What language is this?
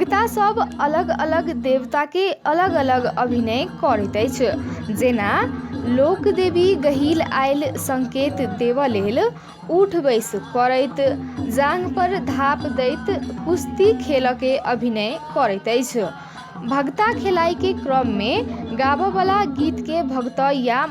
Maithili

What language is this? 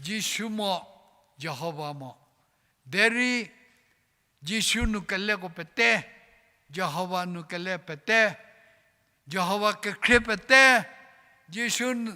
Angami Naga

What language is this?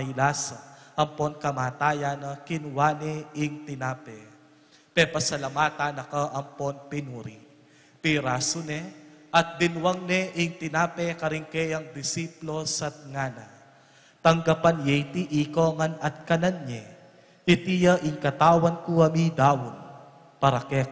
Pampanga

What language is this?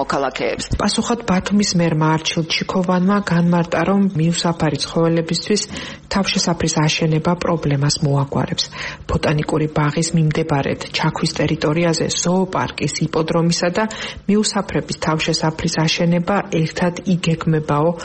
Georgian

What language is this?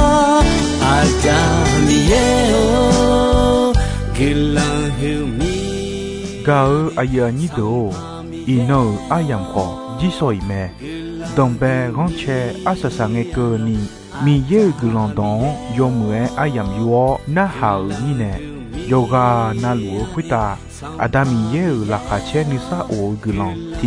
Akha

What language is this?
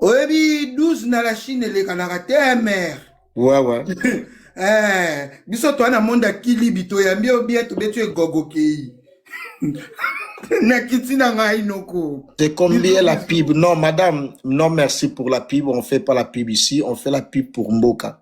Lingala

